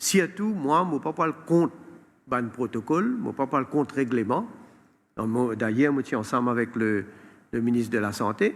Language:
Morisyen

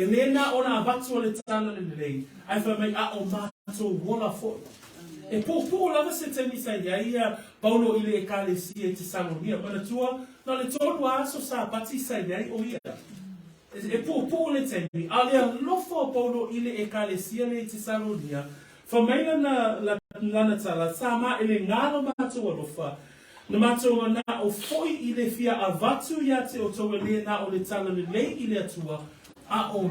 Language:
Samoan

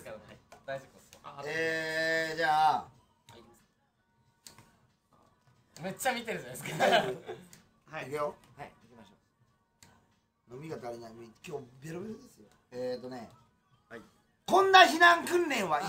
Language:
Japanese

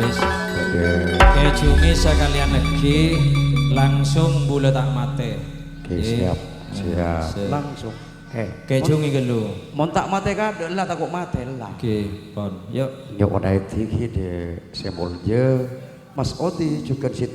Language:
Madurese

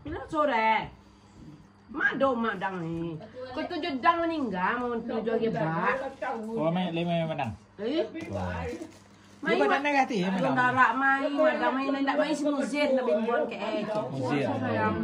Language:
Minangkabau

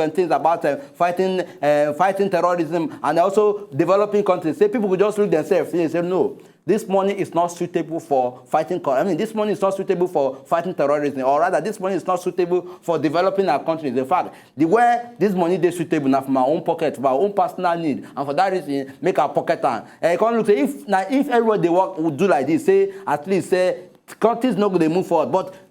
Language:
Nigerian Pidgin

